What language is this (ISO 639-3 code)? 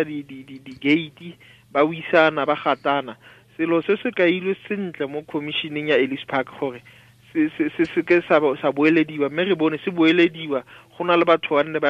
tsn